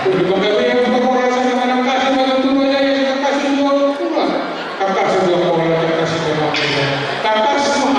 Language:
Batak Toba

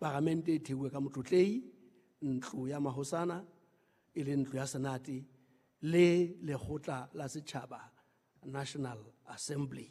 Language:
Southern Sotho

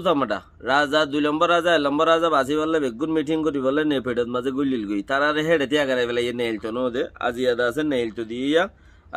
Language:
Rohingya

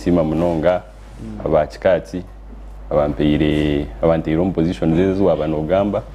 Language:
Nyankole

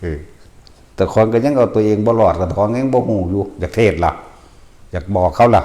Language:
Northeastern Thai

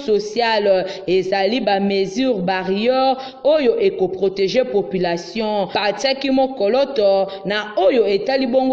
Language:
Lingala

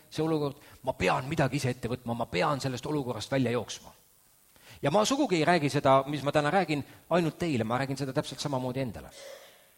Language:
Estonian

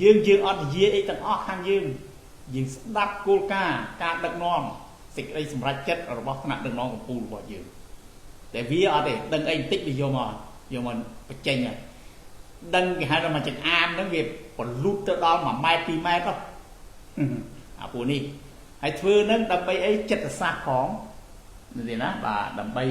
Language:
Khmer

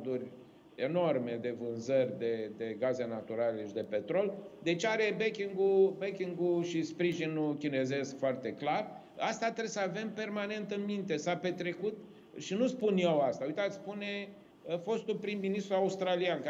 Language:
Romanian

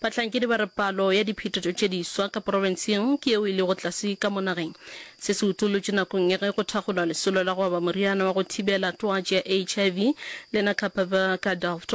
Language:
Northern Sotho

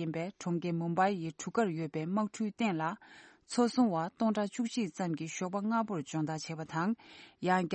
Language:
Tibetan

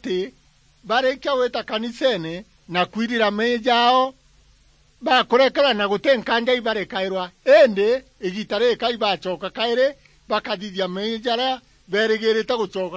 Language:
Meru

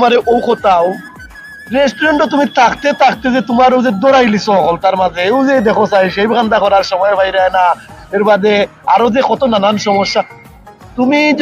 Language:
Sylheti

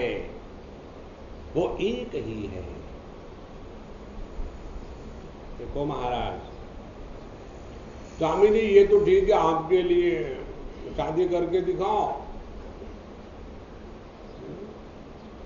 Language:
Hindi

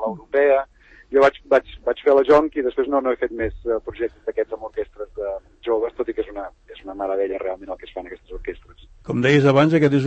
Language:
Catalan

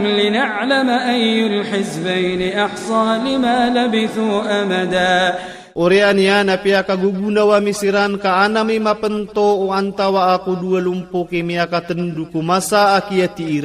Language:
Iranun (Philippines)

